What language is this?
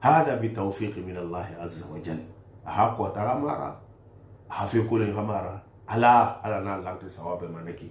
Susu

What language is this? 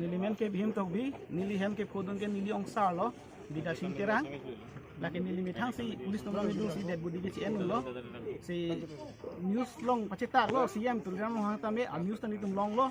Karbi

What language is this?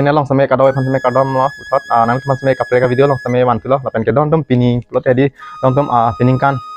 Karbi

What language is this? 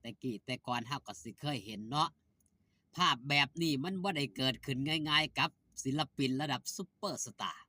Northeastern Thai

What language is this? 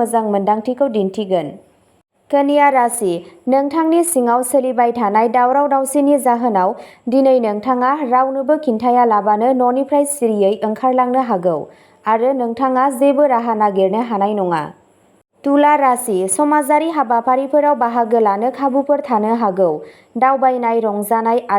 Bodo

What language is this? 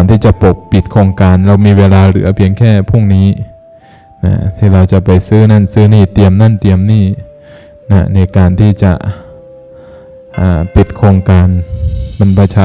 Thai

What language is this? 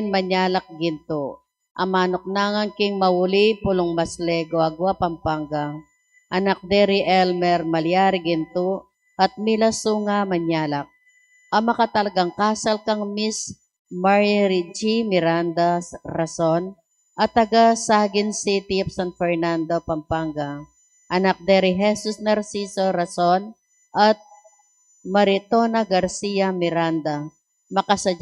Pampanga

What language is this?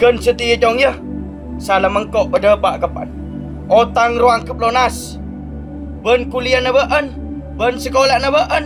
Madurese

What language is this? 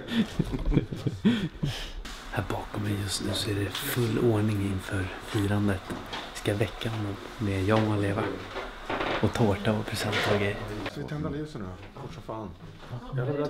Swedish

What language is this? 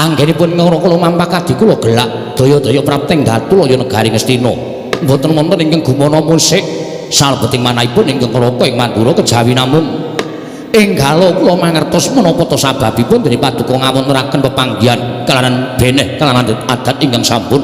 Javanese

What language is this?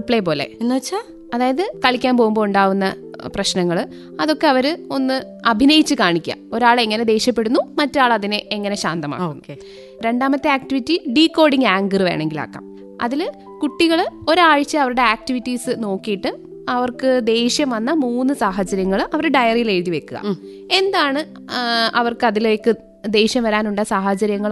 Malayalam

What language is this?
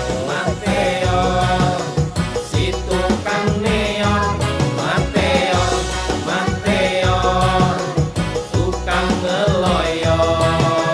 Betawi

